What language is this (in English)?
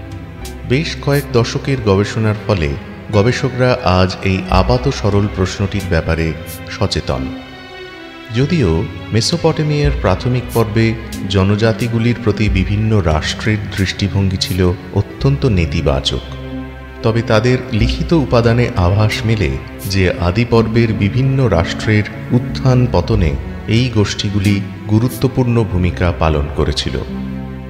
Bangla